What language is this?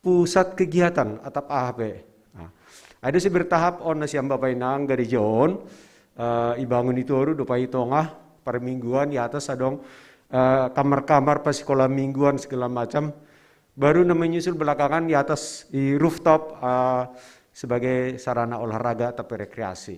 Batak Simalungun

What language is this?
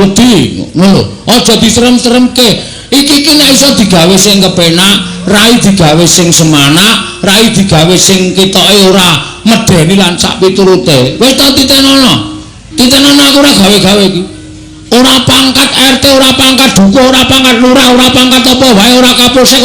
Javanese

